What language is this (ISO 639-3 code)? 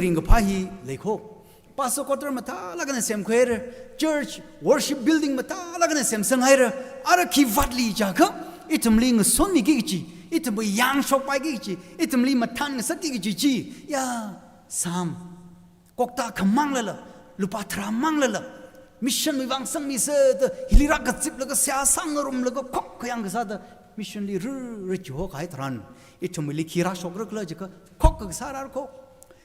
nmf